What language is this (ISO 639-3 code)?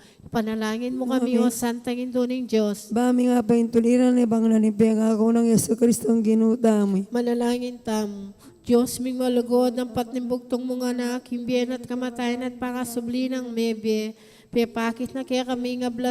pam